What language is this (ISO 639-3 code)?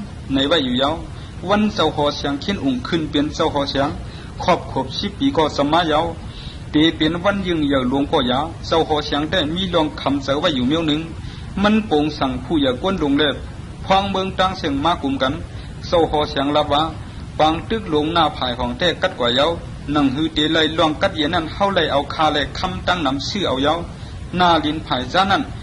shn